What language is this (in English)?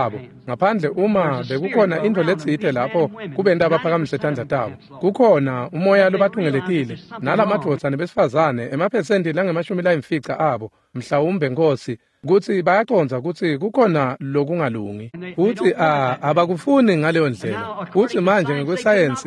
Swati